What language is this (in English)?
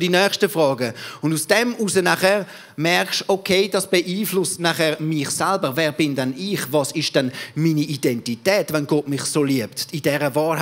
Swiss German